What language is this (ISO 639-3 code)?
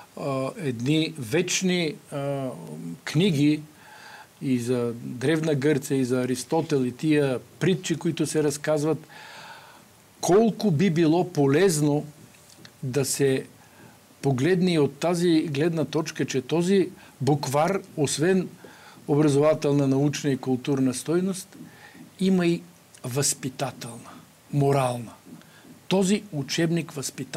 bul